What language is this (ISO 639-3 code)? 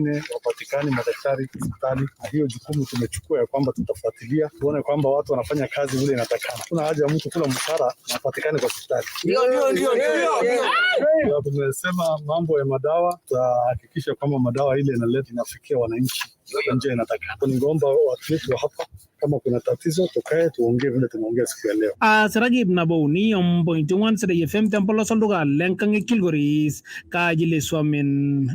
mas